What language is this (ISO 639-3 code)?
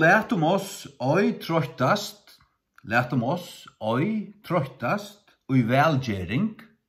fao